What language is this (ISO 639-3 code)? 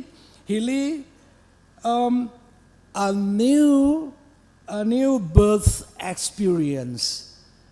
nmf